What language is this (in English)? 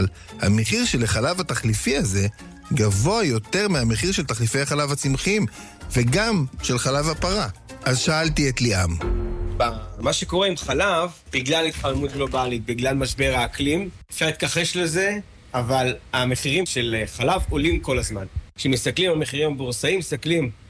Hebrew